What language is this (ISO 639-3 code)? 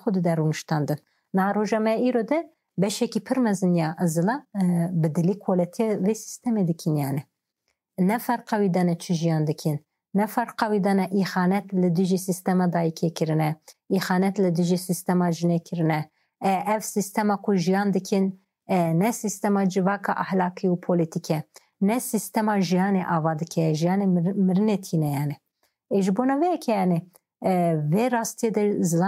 kur